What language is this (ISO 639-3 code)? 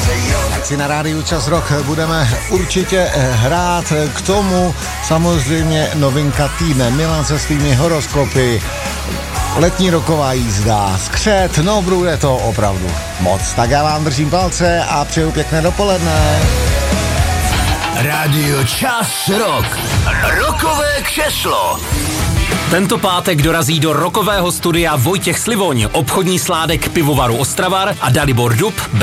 ces